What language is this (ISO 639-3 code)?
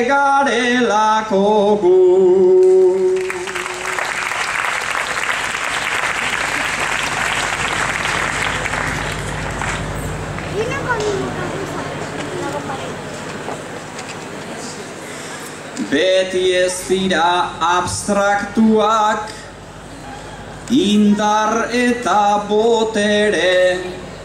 eus